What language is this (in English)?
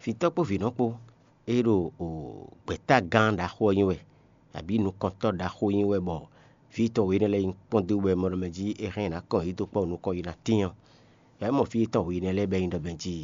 Fon